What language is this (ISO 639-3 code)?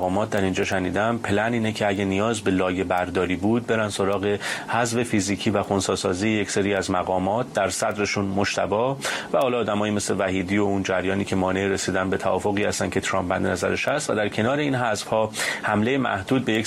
fas